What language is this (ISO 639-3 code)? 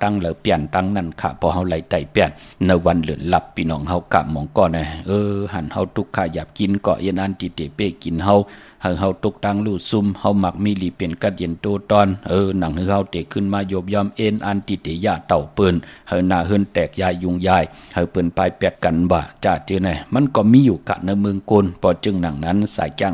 shn